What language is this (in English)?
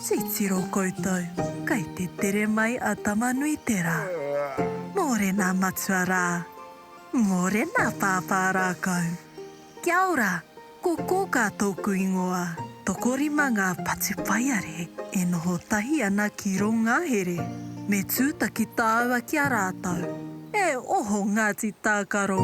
Māori